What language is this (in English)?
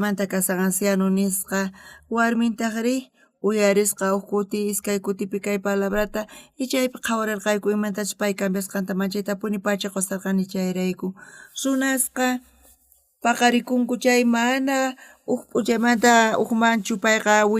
South Bolivian Quechua